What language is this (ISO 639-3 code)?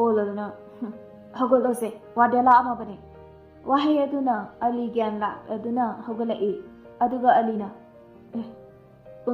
mni